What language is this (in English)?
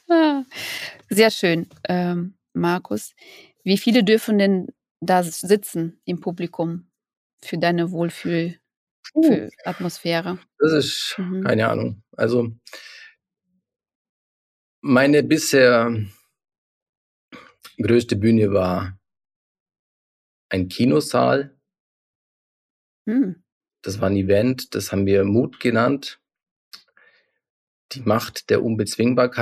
German